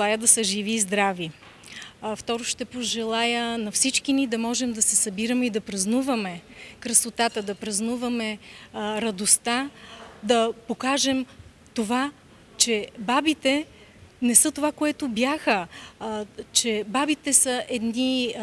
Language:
Bulgarian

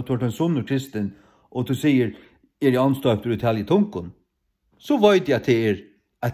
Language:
Faroese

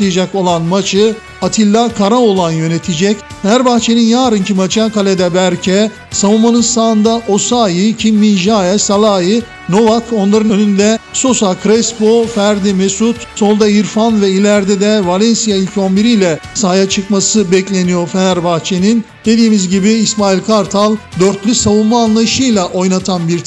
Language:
Turkish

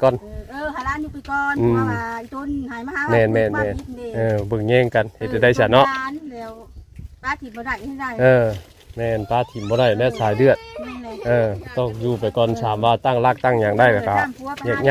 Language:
Northeastern Thai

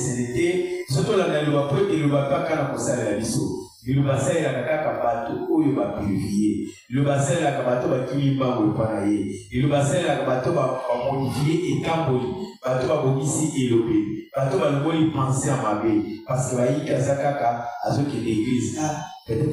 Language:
Lingala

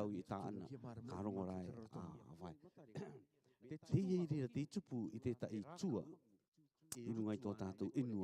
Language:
Rarotongan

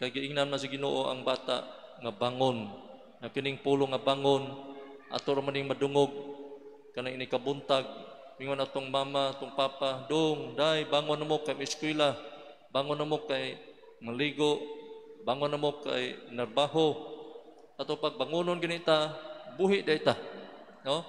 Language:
Cebuano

